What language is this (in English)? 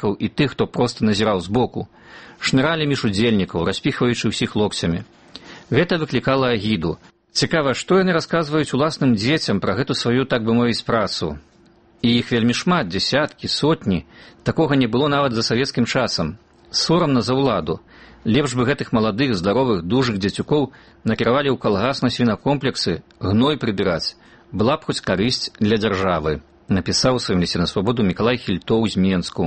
Belarusian